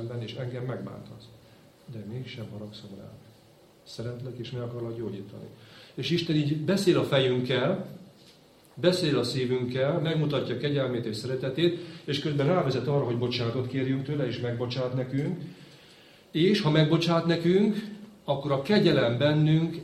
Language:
Hungarian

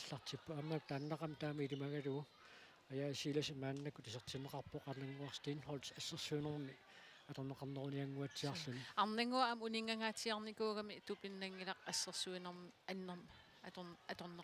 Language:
Kalaallisut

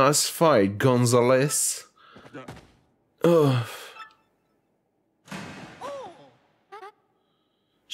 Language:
French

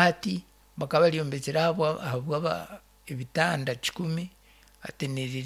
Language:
Nyankole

